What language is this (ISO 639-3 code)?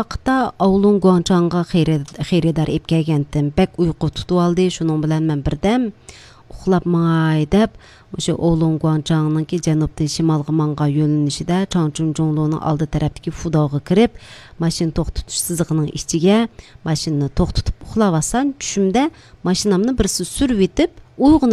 uig